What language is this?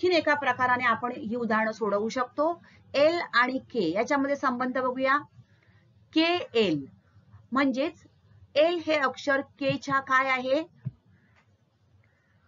Marathi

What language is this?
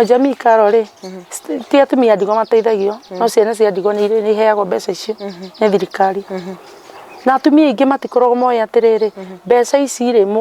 Kikuyu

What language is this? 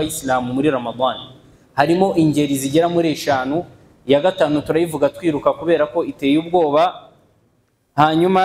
Kinyarwanda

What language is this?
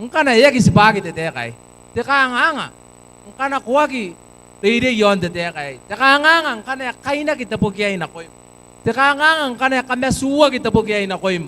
Gilbertese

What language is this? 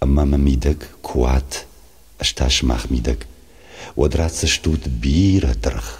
Ossetic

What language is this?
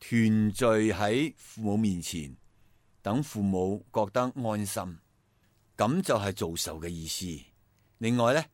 Cantonese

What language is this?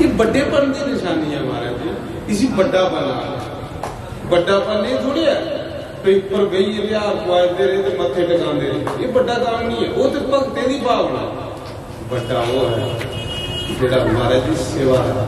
Dogri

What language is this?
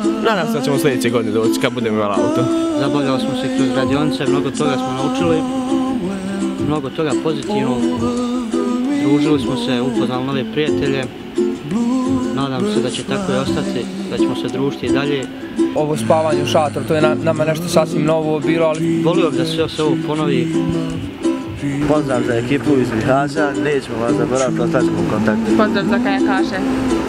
Bosnian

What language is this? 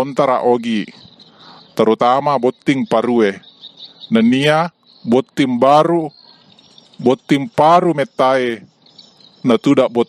Buginese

